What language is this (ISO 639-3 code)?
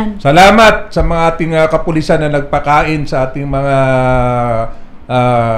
fil